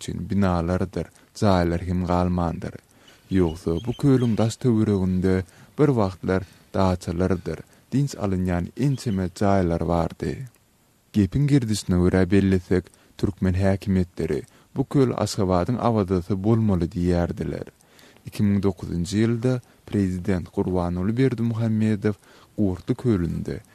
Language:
Turkmen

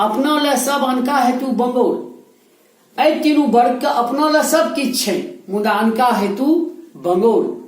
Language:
Maithili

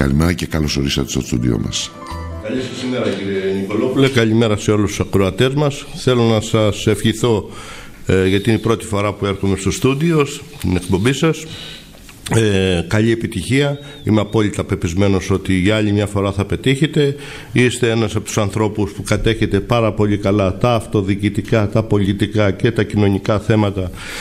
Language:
Greek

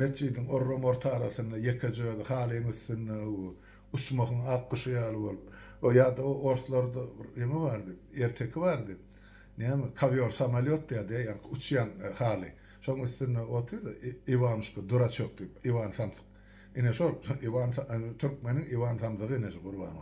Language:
Turkmen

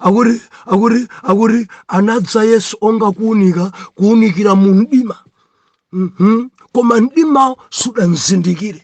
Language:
Nyanja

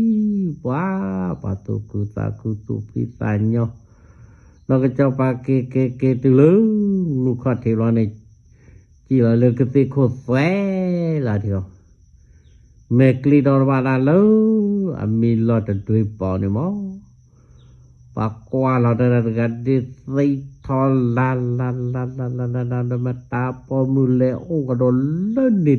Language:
S'gaw Karen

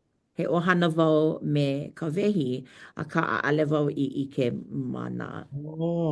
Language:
Hawaiian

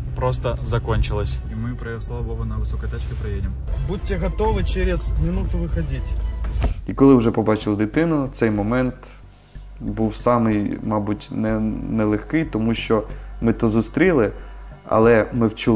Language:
Ukrainian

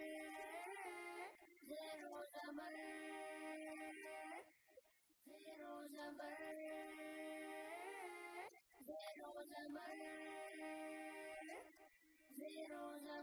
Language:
Urdu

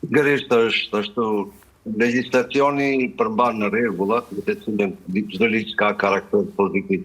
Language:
Albanian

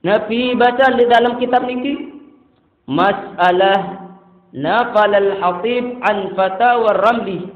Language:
Sasak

